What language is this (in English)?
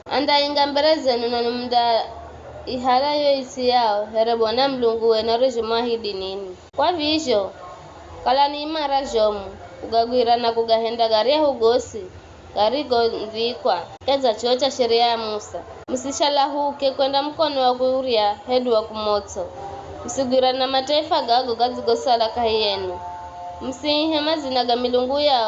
Giryama